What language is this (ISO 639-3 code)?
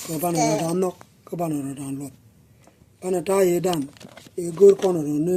nus